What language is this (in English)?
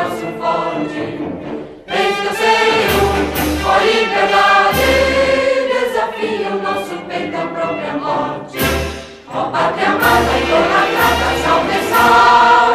Portuguese